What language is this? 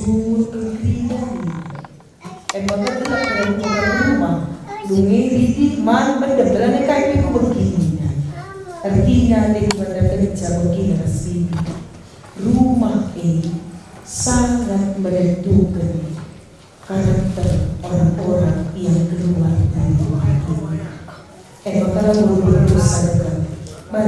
Batak Karo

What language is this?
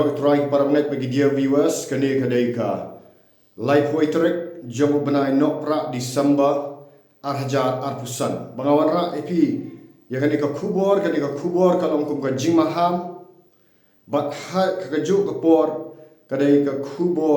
Khasi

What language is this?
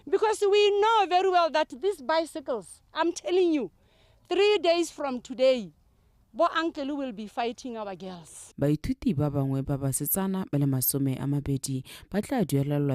Tswana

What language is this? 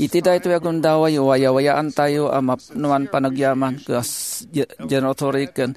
Iloko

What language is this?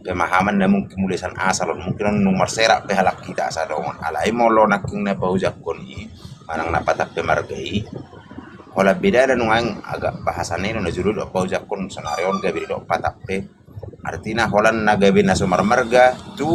Batak Toba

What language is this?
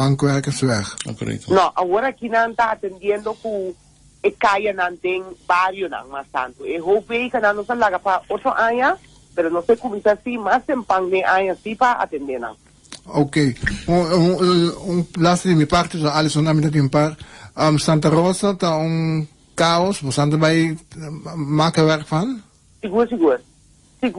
Papiamento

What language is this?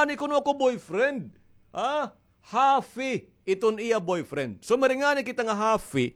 Waray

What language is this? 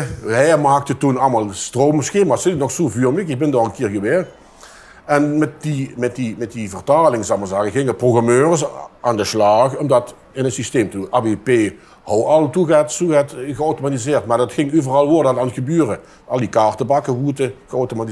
Limburgish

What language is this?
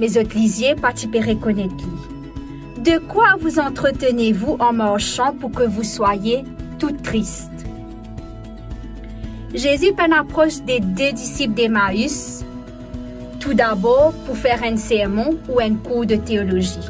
Morisyen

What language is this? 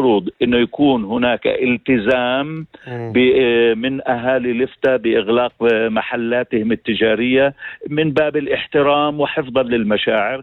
North Levantine Arabic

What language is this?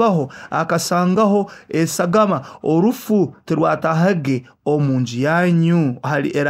Nyoro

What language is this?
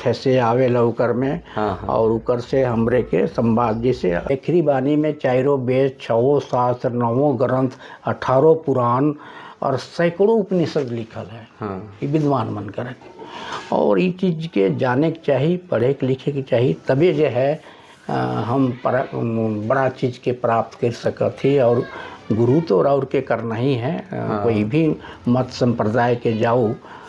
Sadri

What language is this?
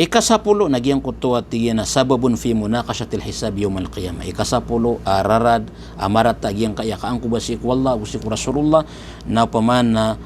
Maranao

